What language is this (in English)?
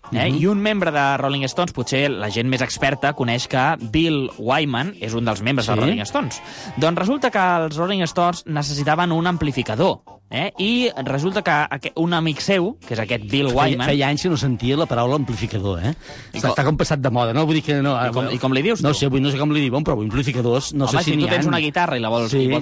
Catalan